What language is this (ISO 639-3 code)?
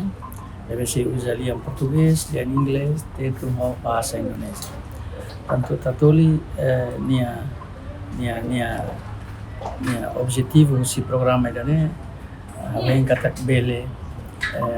tet